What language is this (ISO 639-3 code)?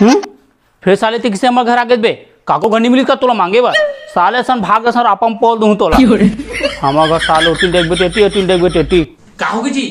hne